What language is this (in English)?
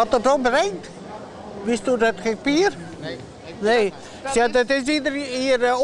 Western Frisian